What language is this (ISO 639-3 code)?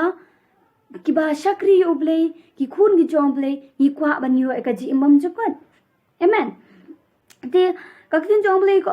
kha